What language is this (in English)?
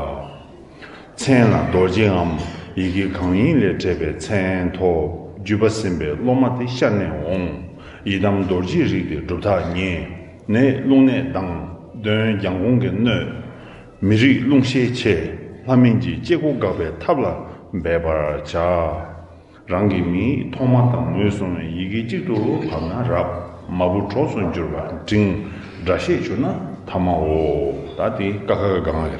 Tibetan